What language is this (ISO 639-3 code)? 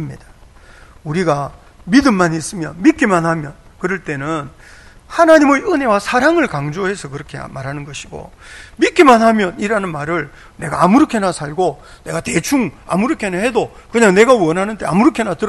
kor